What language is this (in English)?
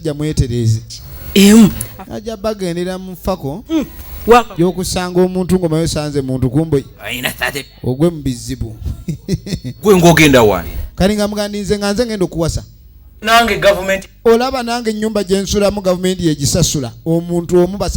Ganda